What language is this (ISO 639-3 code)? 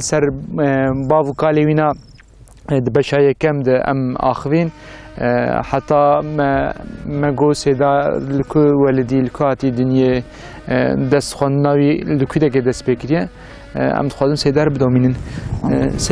kur